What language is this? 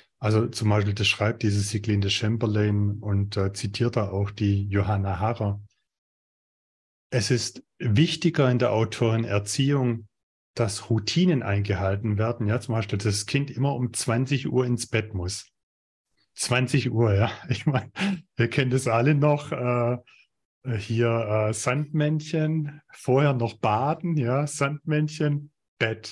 German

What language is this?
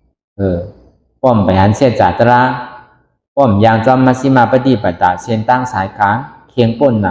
Shan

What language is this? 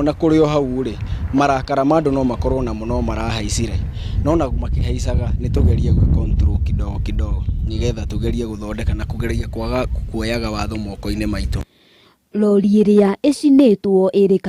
Kikuyu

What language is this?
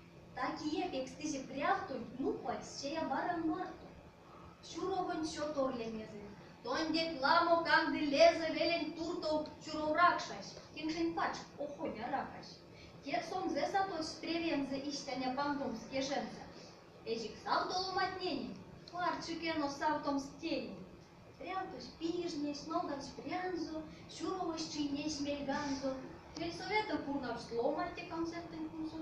Erzya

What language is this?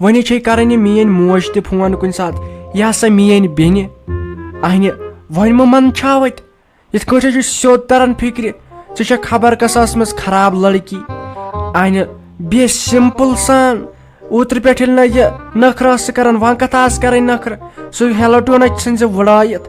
Kashmiri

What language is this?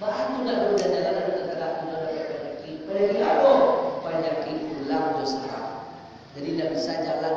Minangkabau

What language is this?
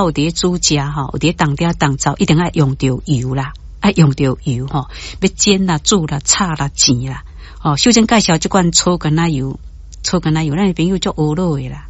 Min Nan Chinese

